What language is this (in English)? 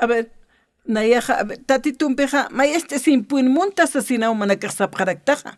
Aymara